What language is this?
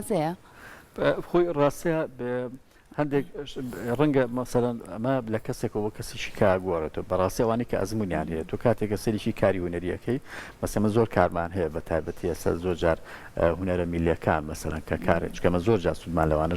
Central Kurdish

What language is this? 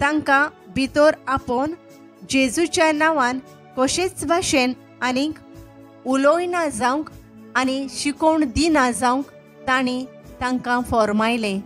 Konkani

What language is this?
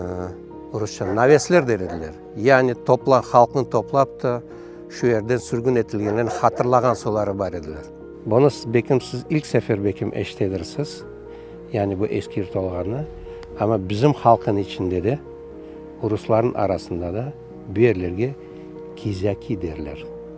Crimean Tatar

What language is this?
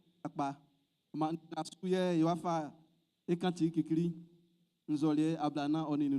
Baoulé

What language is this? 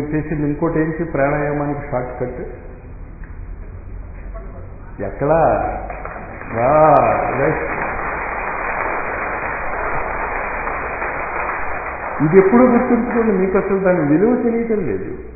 Telugu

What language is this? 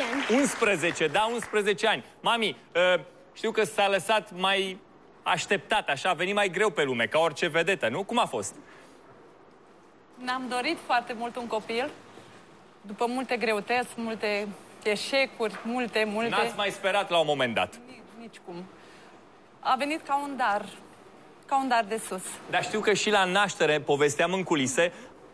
Romanian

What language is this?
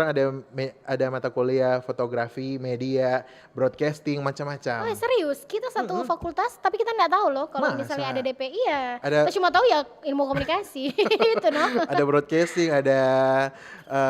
Manado Malay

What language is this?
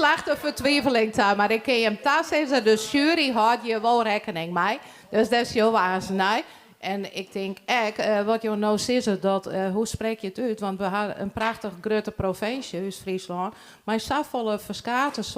Western Frisian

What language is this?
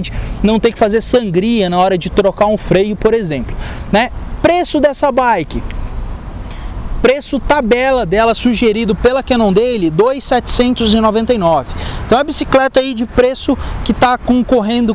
Portuguese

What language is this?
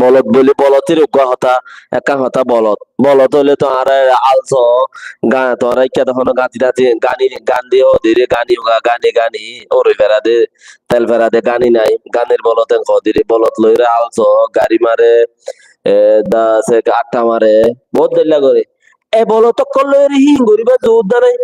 Rohingya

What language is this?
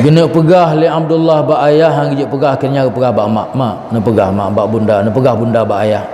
Achinese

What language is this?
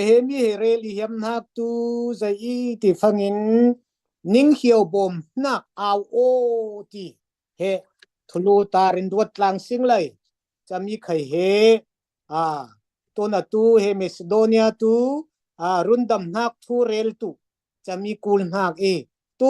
Falam Chin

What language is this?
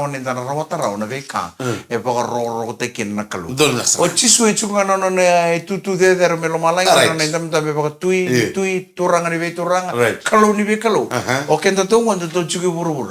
Fijian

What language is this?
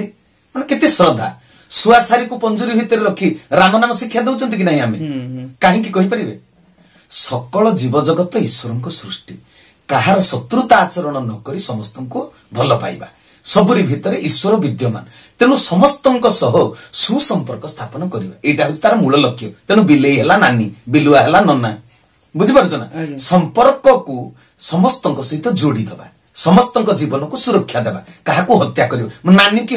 Odia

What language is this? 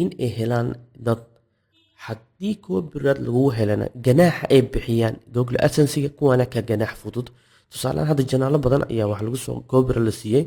Somali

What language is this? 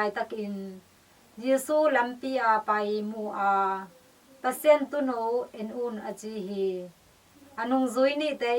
Tedim Chin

